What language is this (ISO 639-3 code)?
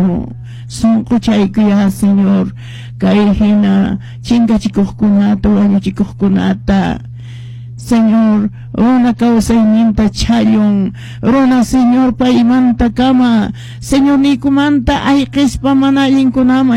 que